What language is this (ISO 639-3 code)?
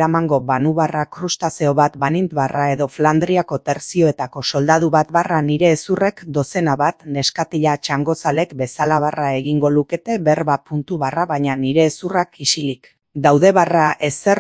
eus